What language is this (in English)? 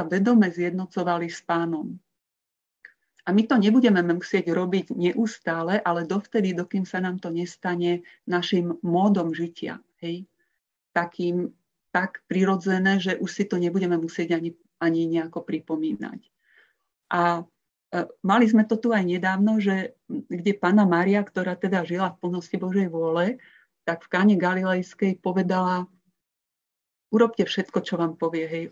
Slovak